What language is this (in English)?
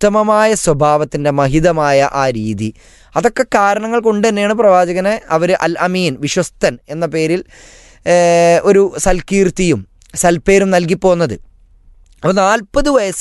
Malayalam